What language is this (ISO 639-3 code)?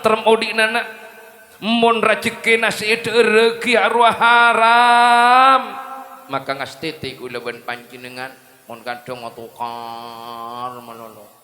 mad